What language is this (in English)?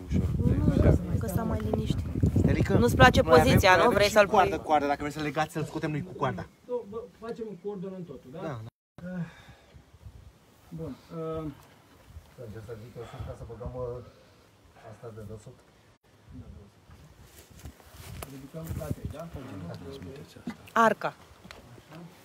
Romanian